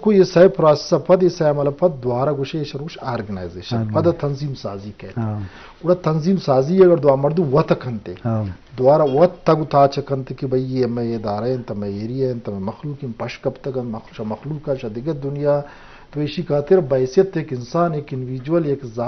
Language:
Eastern Balochi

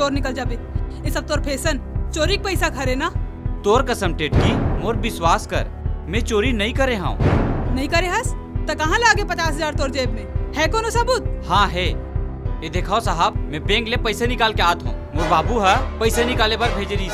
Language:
Chhattisgarhi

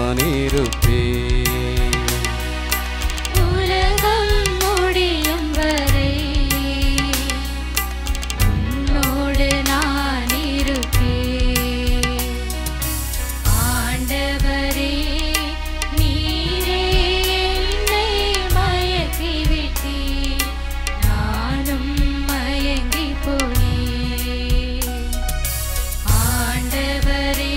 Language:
Tamil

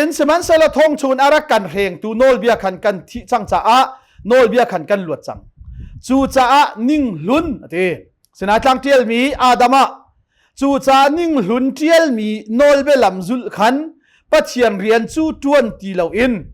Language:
Hakha Chin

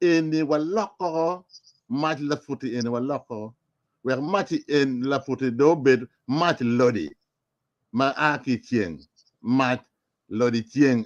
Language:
Acoli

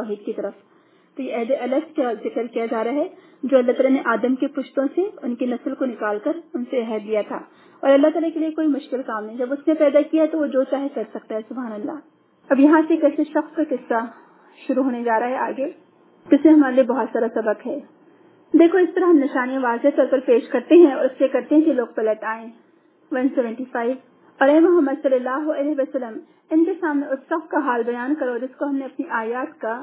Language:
Urdu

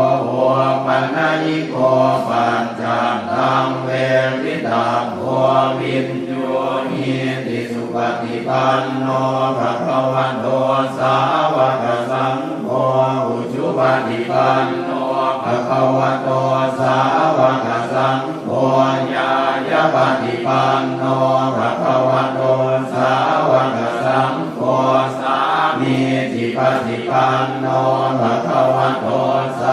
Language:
Pali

